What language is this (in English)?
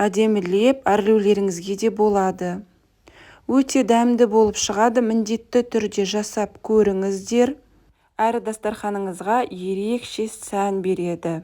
Kazakh